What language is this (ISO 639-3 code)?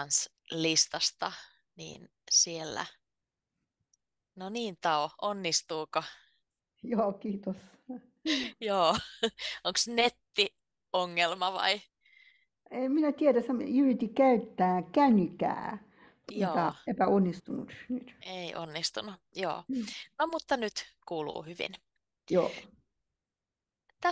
fin